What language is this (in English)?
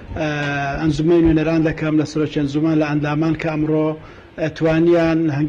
Central Kurdish